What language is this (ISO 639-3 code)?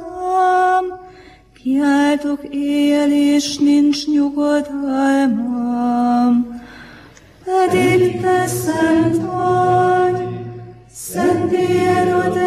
hun